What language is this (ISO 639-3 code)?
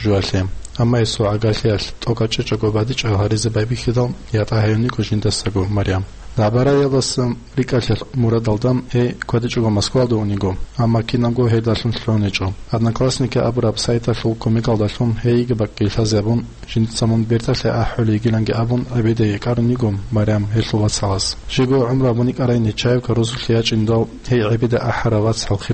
ava